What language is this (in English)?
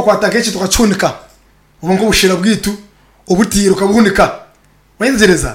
Nyankole